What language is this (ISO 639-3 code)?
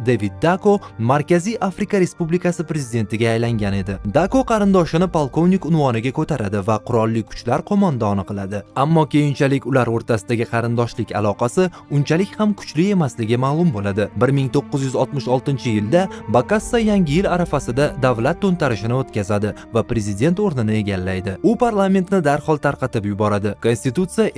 uzb